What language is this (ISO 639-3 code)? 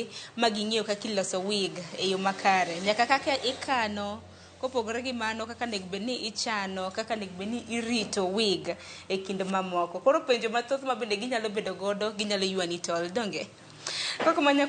luo